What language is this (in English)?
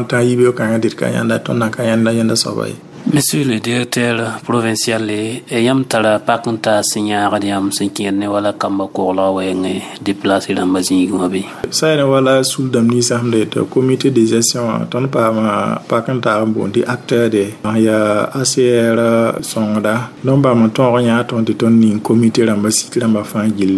Mossi